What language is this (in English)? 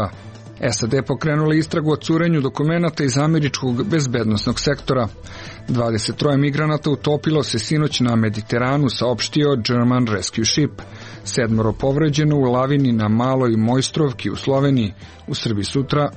Serbian